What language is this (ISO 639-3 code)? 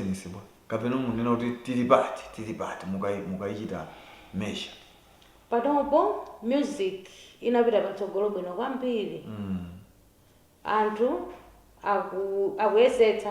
nya